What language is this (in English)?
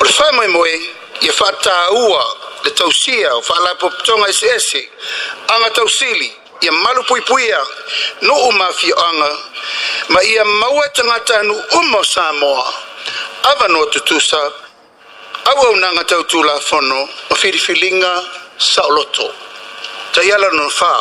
Samoan